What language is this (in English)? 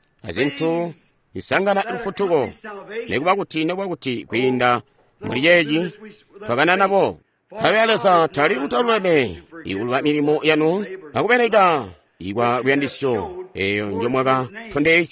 Tonga (Zambia)